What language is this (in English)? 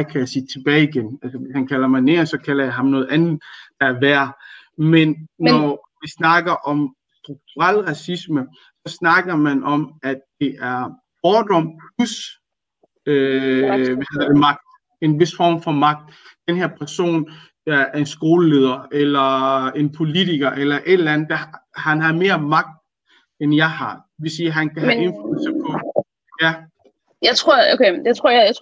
Danish